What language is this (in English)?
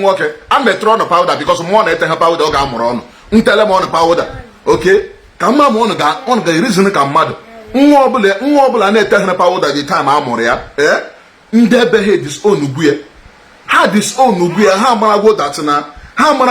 Igbo